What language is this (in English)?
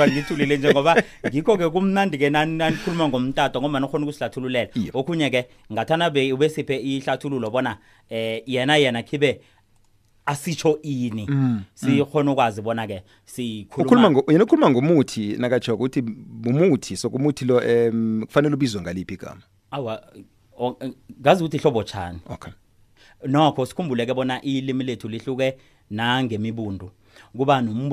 South Ndebele